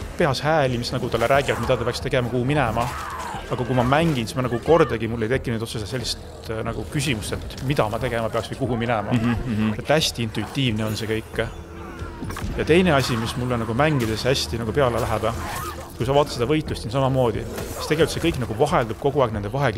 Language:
Estonian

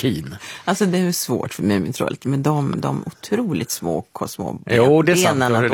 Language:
Swedish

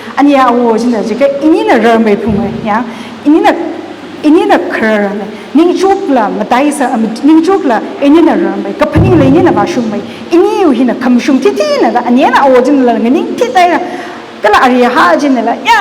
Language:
Tangkhul Naga (India)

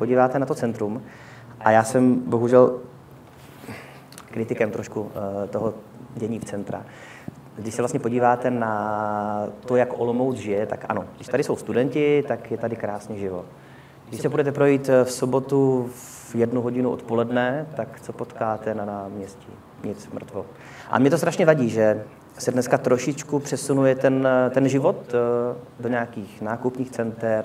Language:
Czech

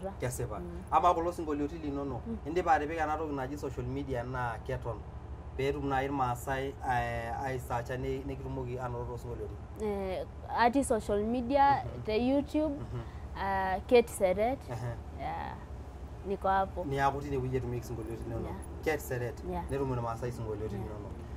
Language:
Masai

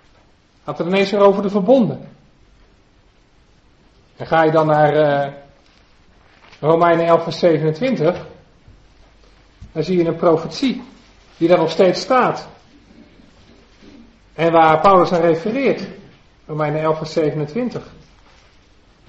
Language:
Dutch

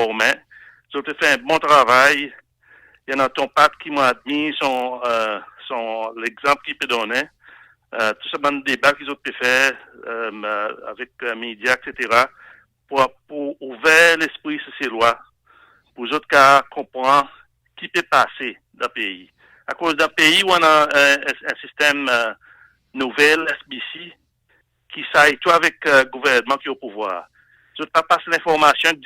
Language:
Seselwa Creole French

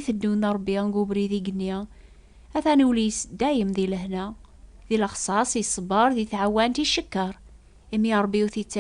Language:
Kabyle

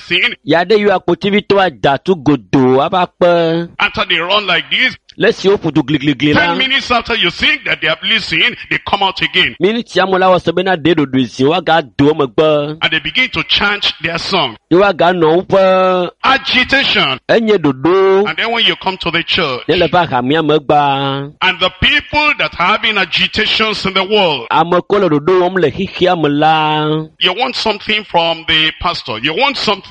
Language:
Ewe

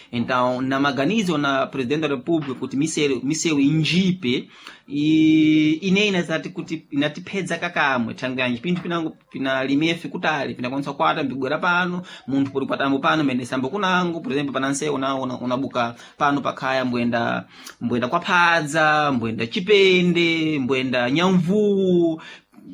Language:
Sena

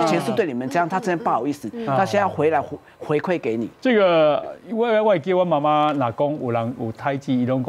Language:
Chinese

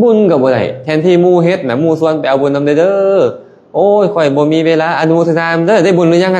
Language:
Lao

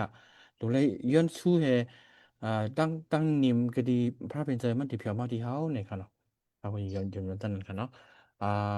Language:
Shan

